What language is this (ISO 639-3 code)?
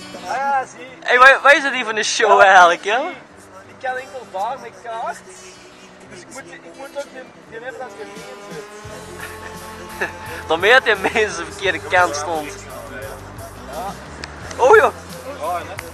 nld